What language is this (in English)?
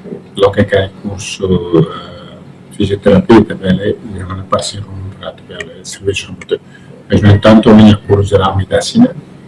Tetum